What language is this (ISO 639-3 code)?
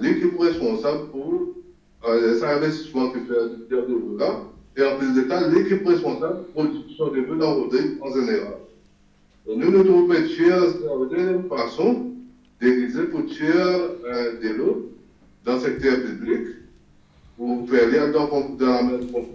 mfe